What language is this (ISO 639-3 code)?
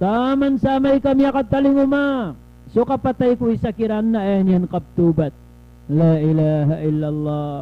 mrw